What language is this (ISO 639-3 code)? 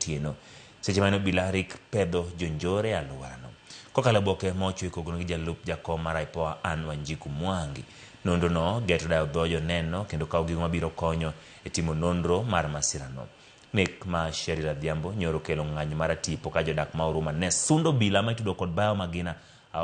luo